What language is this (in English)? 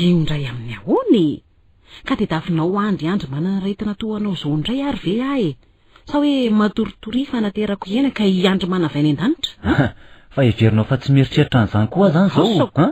Malagasy